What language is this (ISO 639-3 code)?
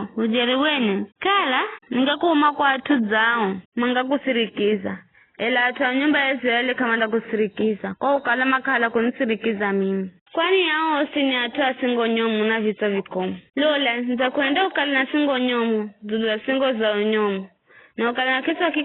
nyf